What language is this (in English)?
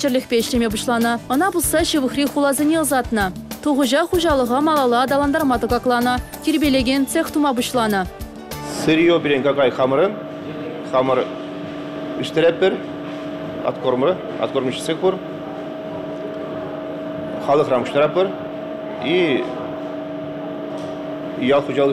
Chuvash